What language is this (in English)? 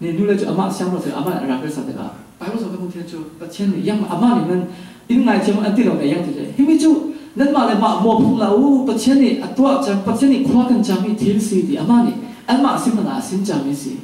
Falam Chin